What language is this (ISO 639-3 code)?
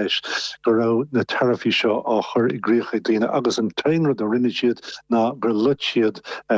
gle